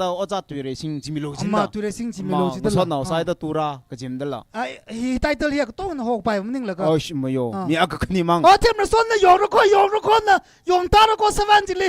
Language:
Tangkhul Naga (India)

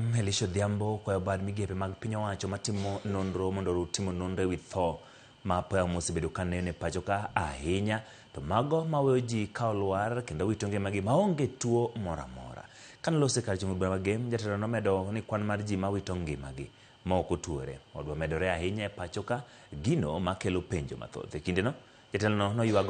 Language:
Luo (Kenya and Tanzania)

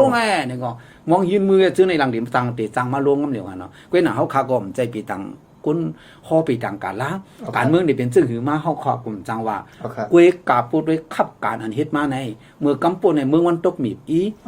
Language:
Shan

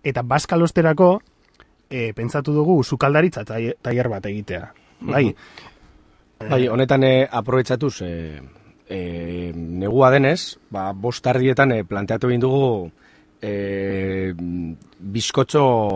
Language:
Basque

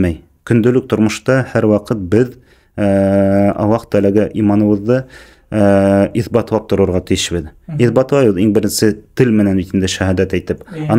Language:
Bashkir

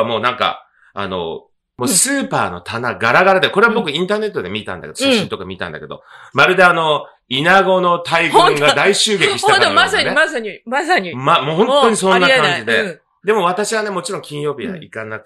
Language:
Japanese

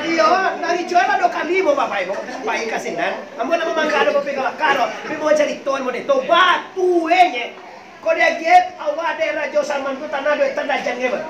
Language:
Minangkabau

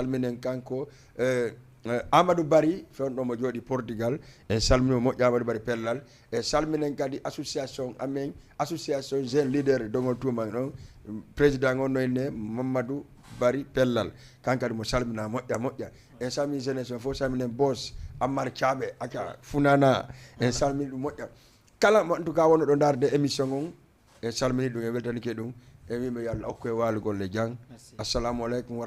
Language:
Fula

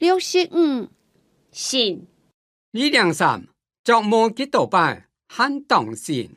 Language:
Hakka Chinese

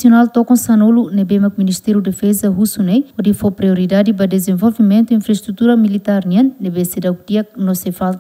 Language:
Tetum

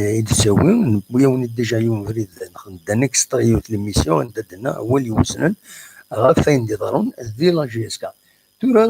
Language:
Kabyle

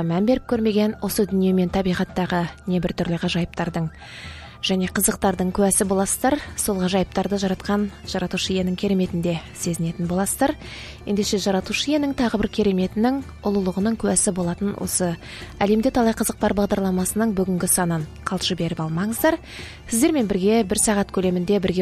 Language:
Kazakh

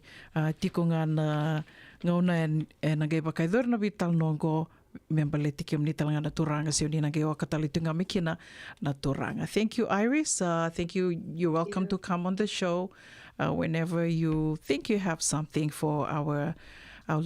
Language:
Fijian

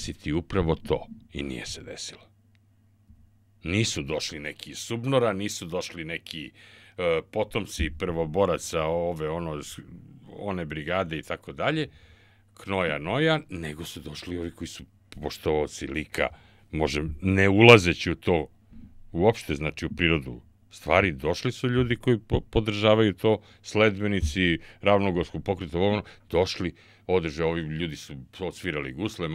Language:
Serbian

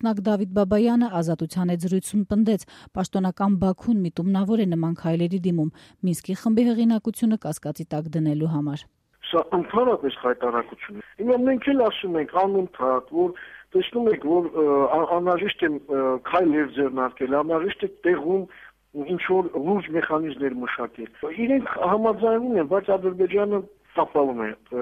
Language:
Armenian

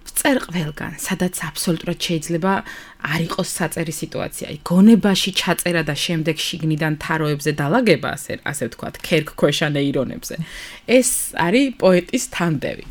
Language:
Georgian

